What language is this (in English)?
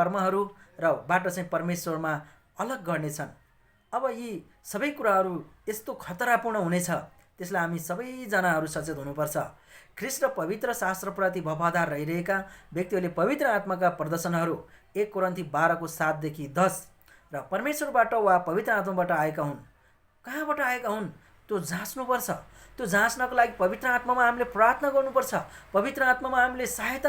Nepali